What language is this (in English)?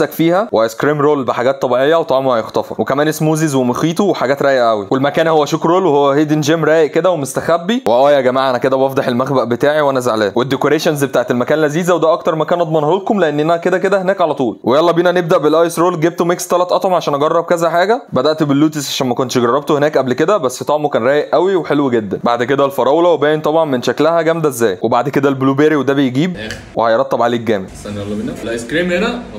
Egyptian Arabic